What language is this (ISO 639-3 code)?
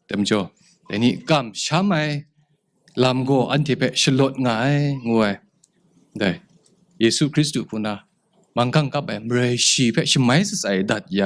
kac